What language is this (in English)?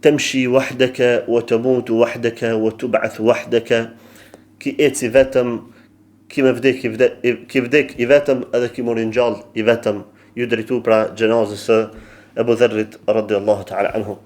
Albanian